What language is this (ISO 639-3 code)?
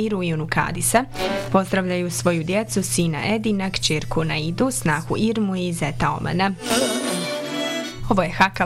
bos